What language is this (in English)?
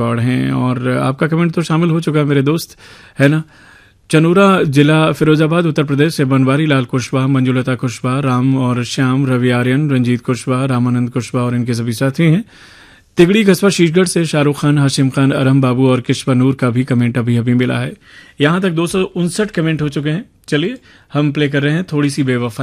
Hindi